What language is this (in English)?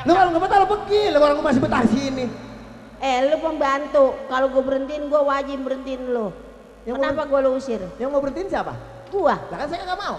Betawi